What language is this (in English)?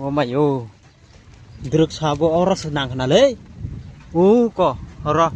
Kok Borok